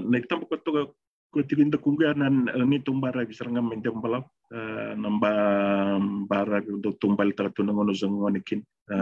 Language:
Fijian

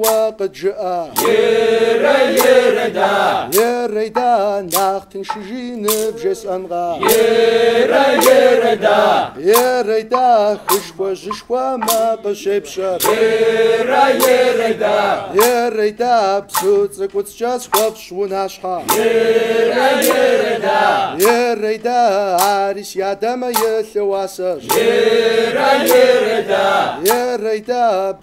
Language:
Kabardian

